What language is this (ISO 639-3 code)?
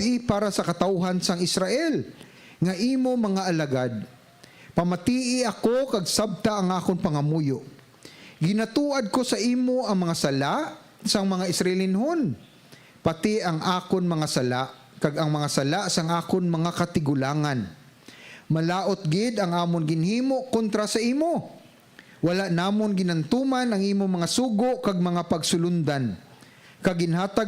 hil